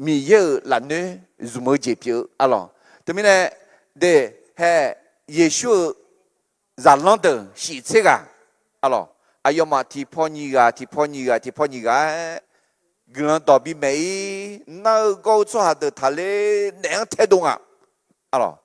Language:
Akha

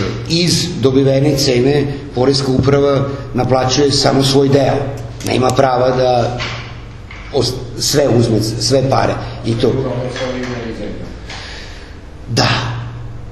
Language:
Serbian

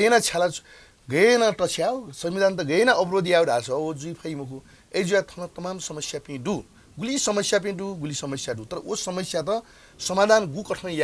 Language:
Newari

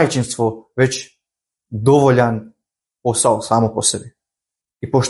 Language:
Croatian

